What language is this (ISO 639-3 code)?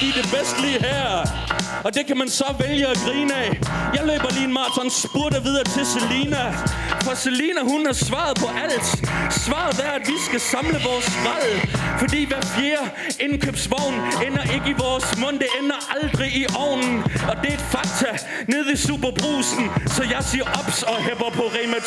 dan